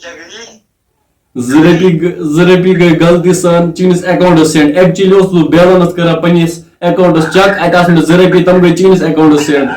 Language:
Kashmiri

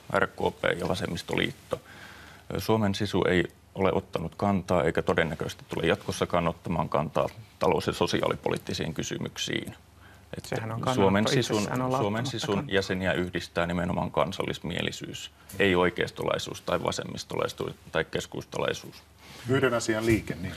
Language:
Finnish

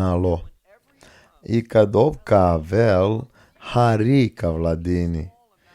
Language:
Balkan Romani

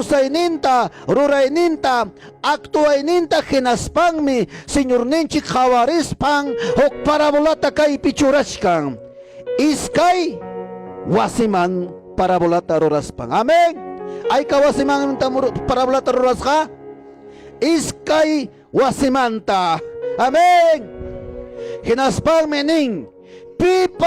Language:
Ayacucho Quechua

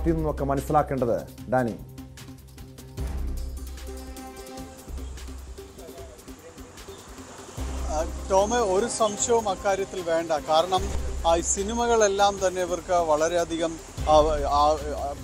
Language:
Malayalam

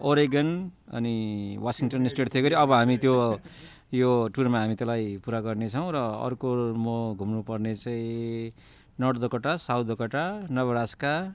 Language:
Nepali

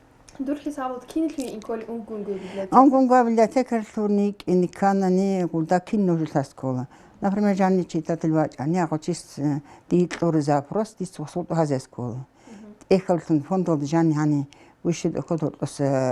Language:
Avaric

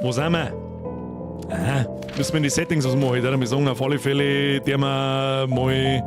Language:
Bavarian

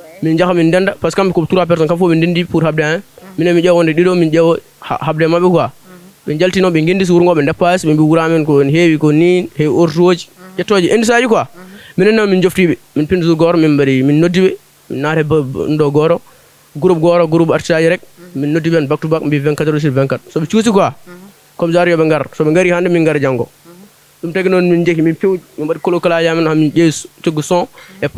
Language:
Fula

